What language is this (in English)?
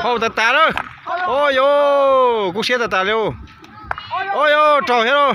Hmong